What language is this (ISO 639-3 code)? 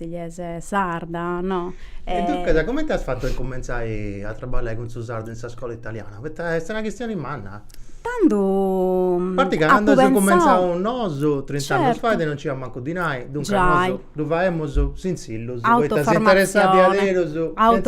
srd